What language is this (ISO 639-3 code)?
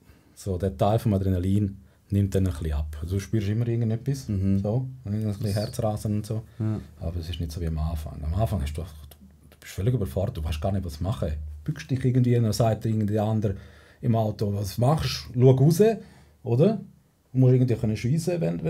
gsw